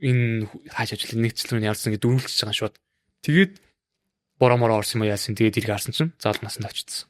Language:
Mongolian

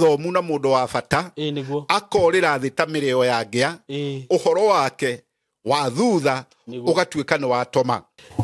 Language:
Kikuyu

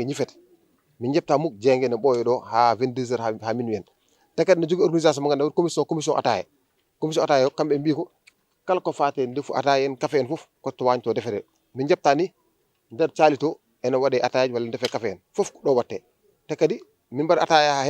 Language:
Fula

